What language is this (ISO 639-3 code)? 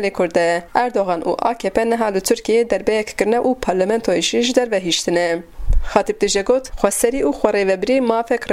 kur